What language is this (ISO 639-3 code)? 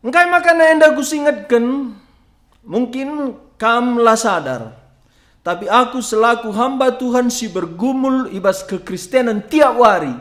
btx